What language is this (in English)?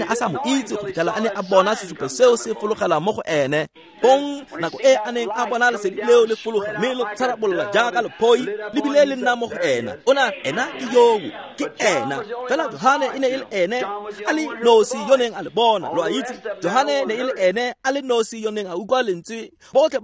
Tswana